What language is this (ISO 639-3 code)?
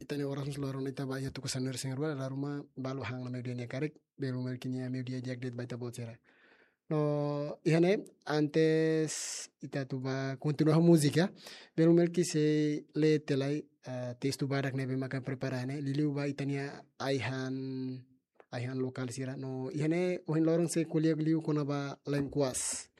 tet